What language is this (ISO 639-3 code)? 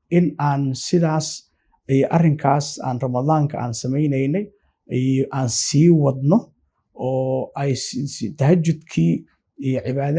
som